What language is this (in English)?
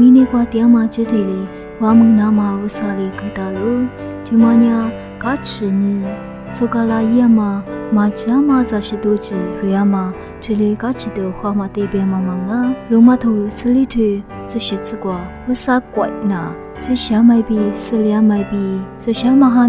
Lisu